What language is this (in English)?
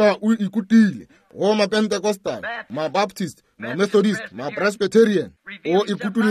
Northern Sotho